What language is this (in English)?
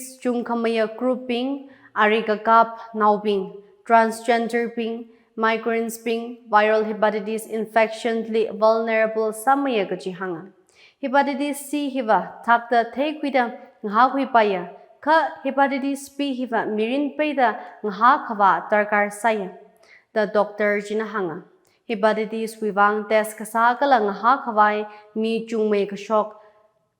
Tangkhul Naga (India)